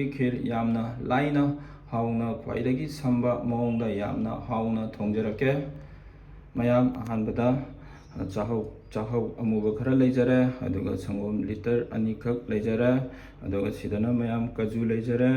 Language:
Manipuri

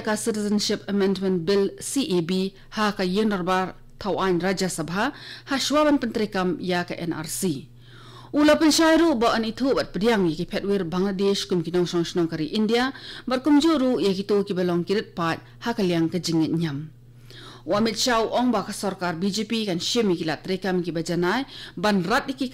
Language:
Khasi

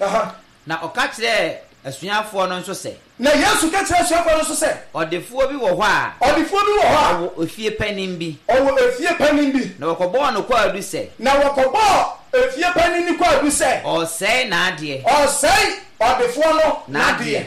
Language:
Akan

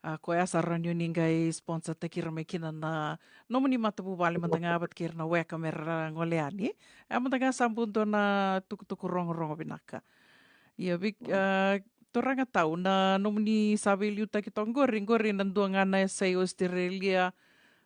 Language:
Fijian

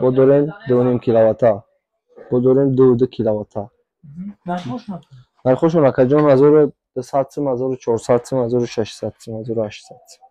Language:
Tajik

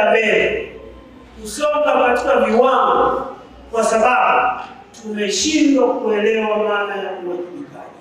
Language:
Swahili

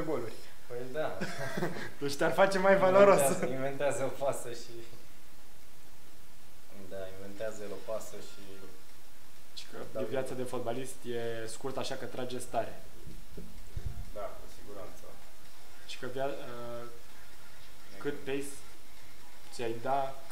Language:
Romanian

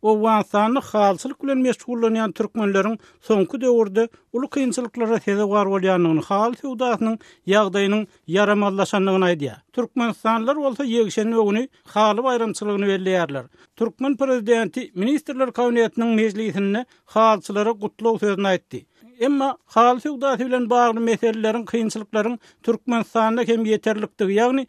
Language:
Turkmen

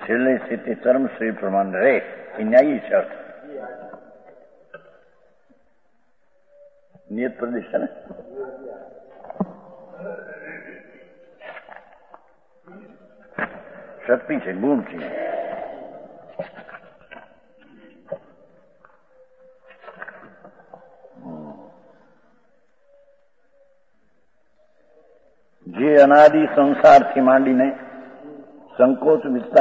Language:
Gujarati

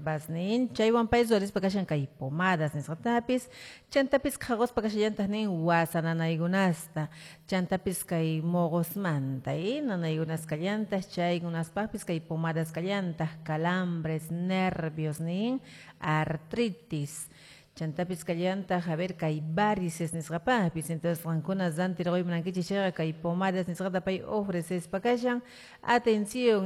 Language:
Quechua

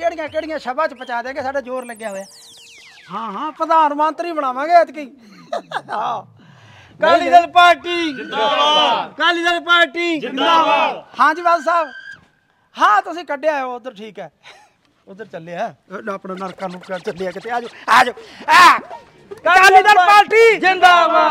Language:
Punjabi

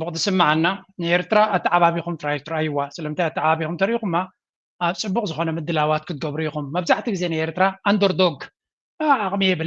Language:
Tigrinya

